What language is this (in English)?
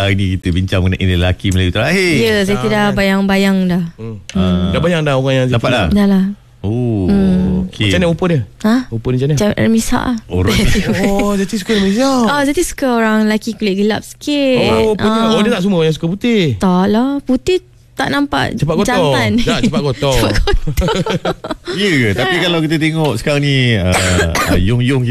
Malay